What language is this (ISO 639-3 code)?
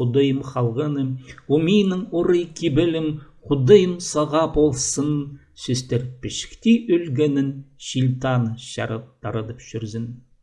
kjh